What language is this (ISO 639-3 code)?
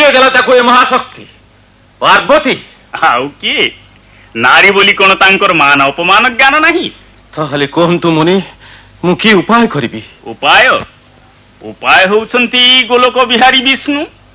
ori